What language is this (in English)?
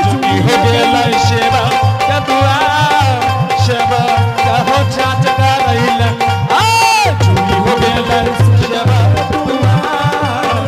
Angika